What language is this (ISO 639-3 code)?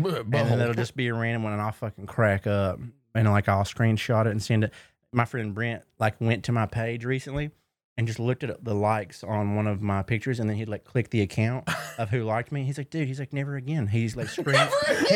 eng